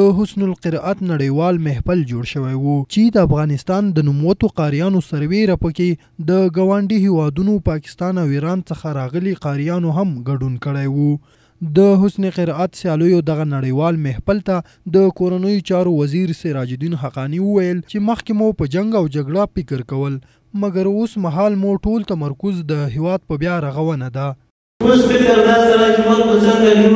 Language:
Pashto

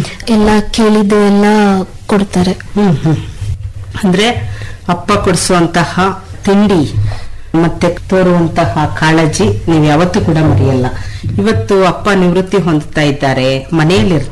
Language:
Kannada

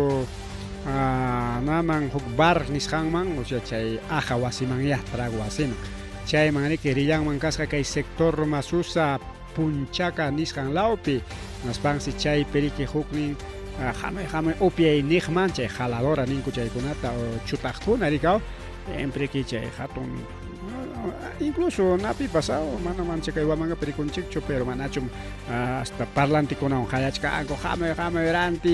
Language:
Ayacucho Quechua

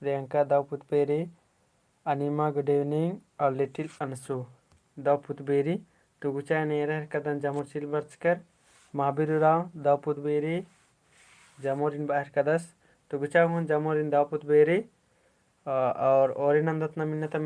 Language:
Kurukh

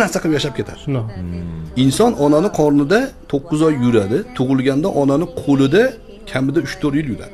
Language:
Uzbek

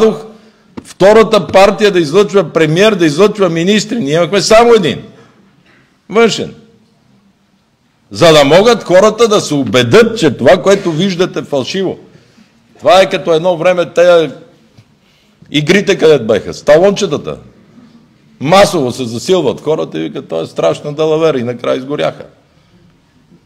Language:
Bulgarian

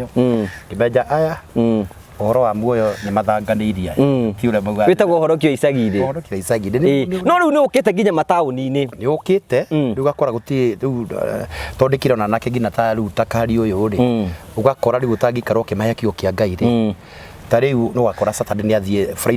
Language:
Kikuyu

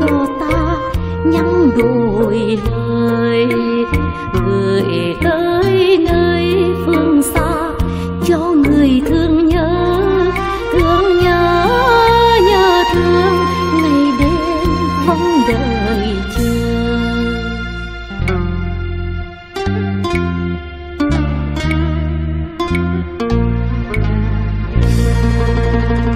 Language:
Vietnamese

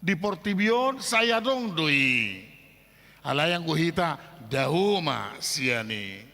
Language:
Batak Toba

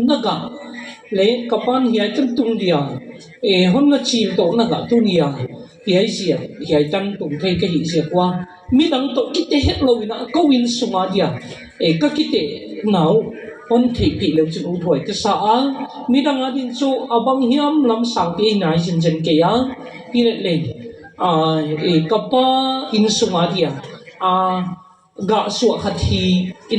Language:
Tedim Chin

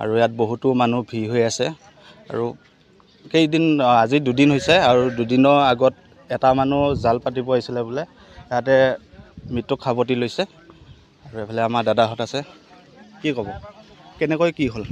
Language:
Assamese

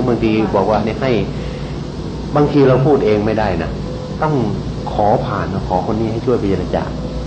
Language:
Thai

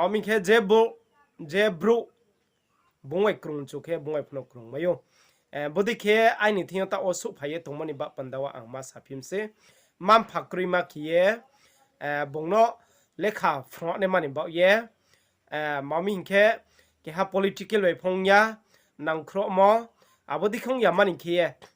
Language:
Riang (India)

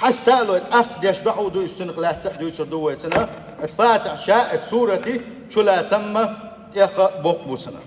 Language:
Chechen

